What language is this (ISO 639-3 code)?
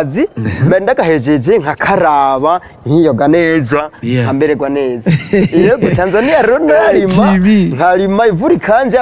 run